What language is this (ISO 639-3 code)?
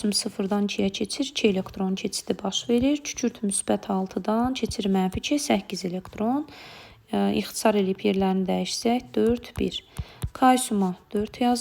aze